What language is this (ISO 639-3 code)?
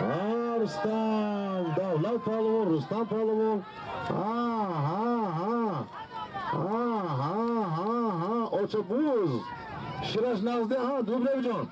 tgk